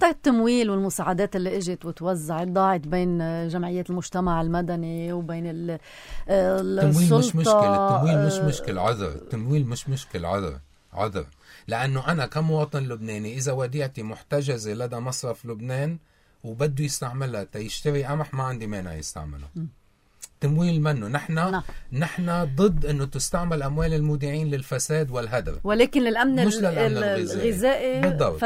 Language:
North Levantine Arabic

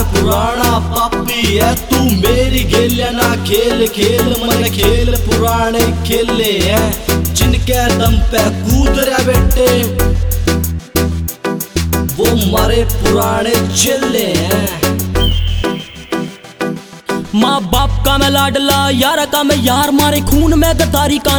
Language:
Haryanvi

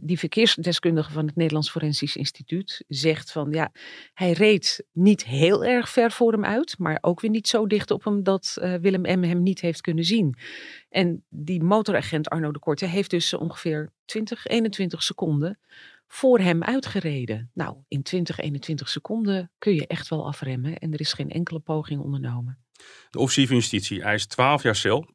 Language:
Dutch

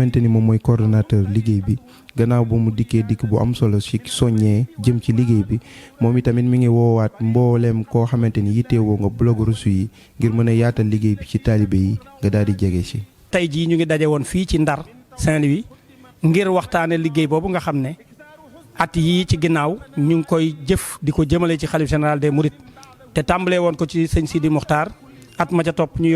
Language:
Wolof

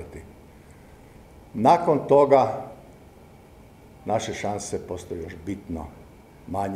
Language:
Croatian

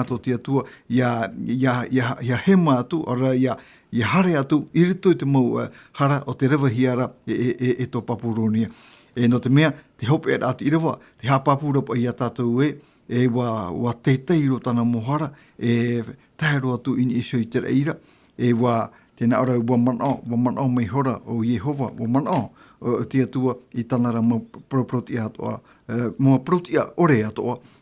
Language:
Tahitian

